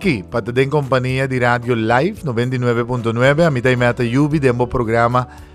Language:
Papiamento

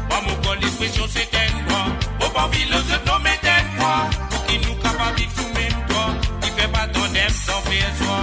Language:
Morisyen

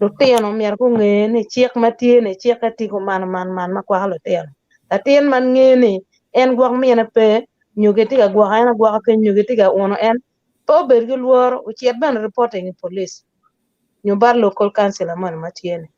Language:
Acoli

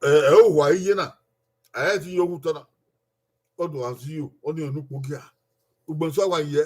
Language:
Bini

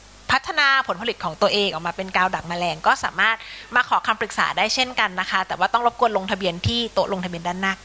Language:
Thai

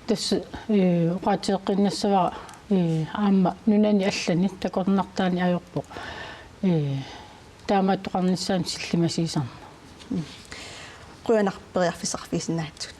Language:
Kalaallisut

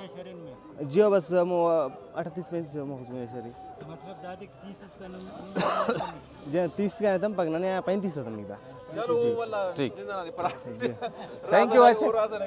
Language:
Brahui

